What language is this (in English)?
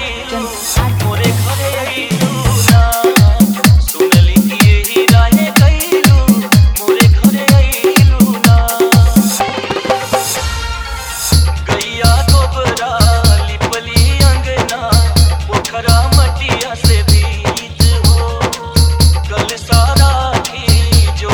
Bhojpuri